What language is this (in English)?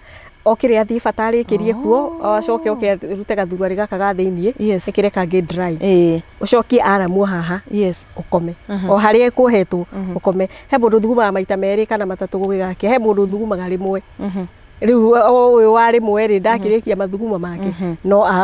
Kikuyu